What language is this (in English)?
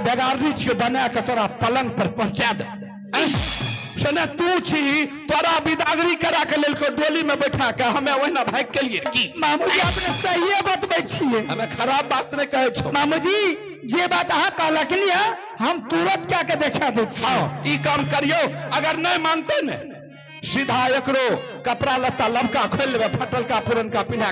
Maithili